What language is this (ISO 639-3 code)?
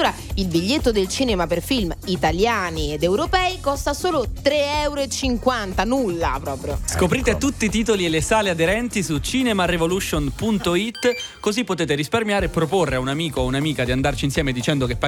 ita